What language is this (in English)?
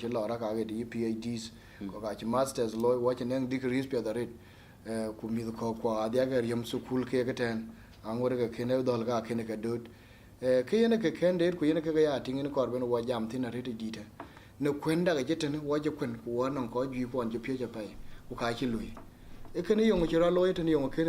Dinka